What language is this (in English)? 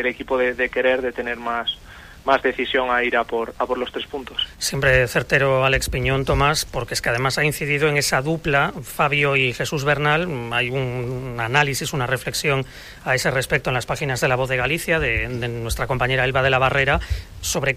Spanish